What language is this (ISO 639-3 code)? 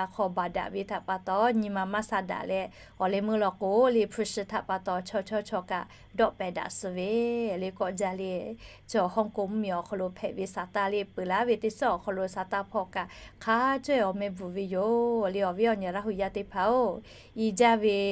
lhu